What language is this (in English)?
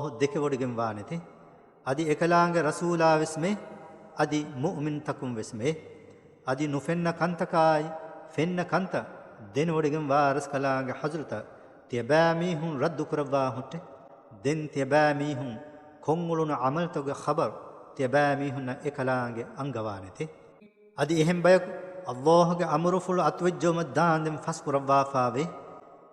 Divehi